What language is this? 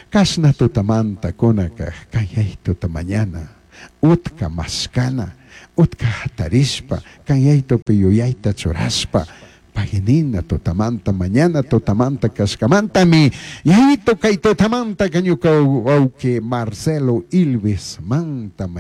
Chimborazo Highland Quichua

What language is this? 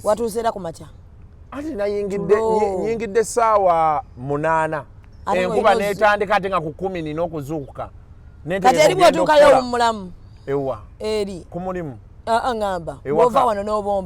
Ganda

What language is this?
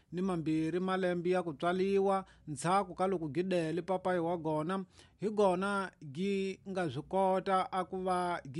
Tsonga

